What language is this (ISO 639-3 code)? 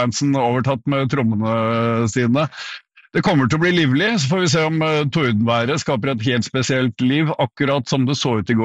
nor